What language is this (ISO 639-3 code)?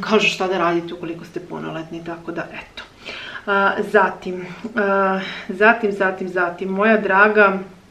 srp